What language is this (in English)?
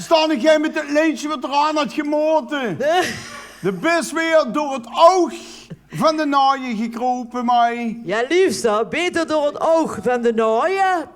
Limburgish